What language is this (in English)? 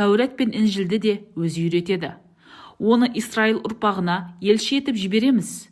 Kazakh